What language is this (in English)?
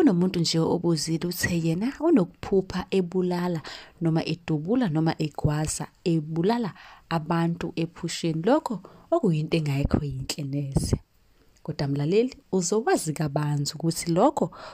Zulu